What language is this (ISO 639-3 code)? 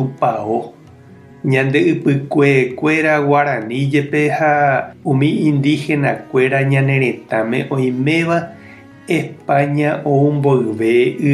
grn